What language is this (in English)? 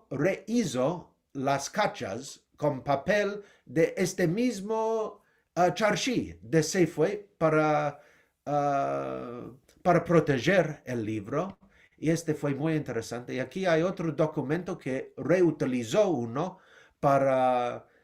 Ladino